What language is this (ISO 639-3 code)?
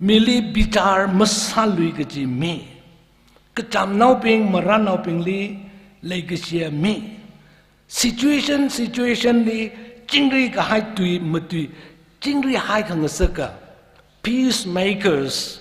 nmf